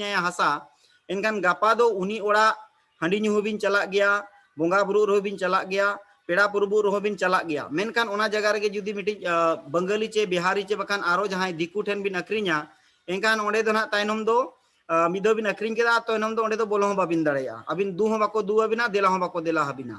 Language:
Santali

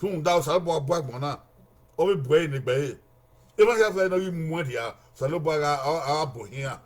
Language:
Bini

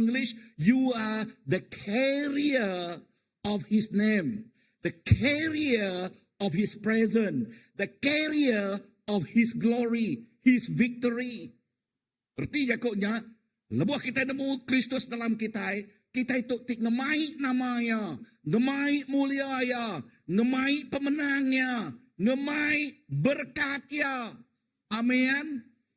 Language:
Iban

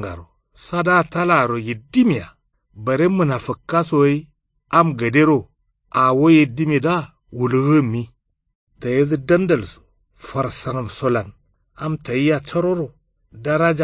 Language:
Kanuri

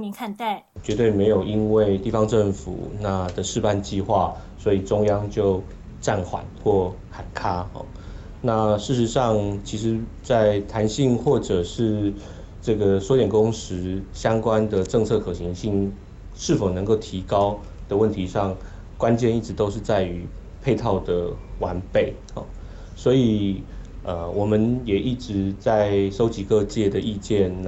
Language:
Chinese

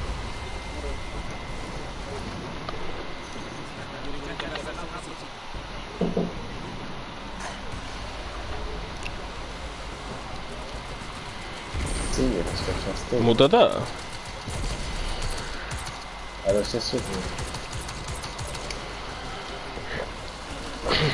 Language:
Italian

